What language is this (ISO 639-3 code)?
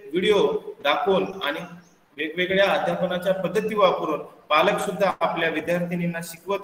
mar